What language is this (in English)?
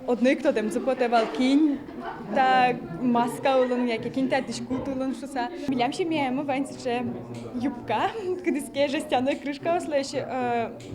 Udmurt